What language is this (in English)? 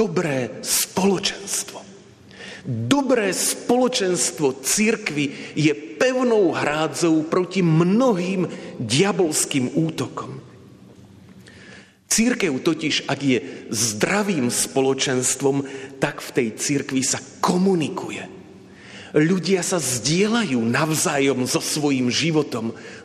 Slovak